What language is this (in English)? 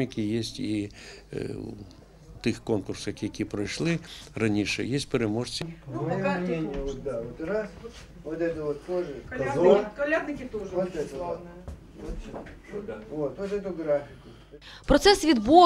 Ukrainian